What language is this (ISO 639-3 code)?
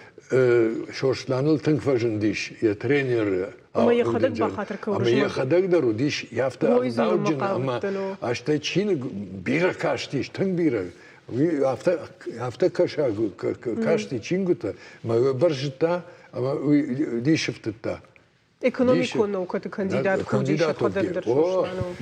oss